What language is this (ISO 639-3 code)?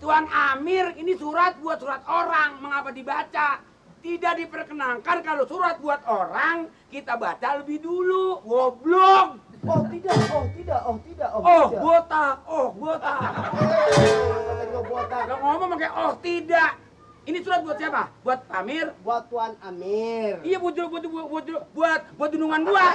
bew